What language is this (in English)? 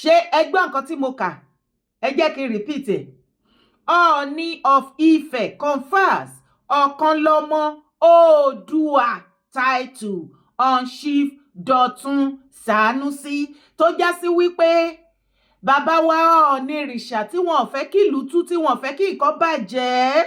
Yoruba